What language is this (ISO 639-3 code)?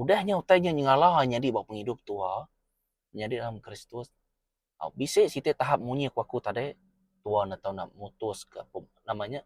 iba